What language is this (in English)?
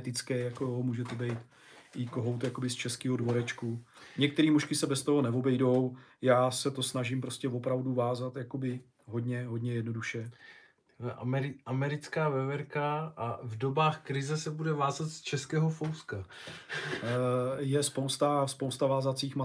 Czech